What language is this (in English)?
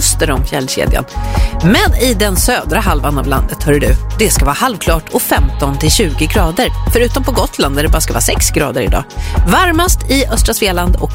Swedish